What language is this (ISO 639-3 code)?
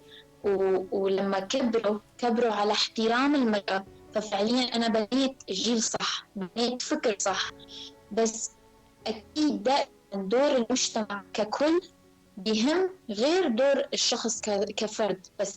apc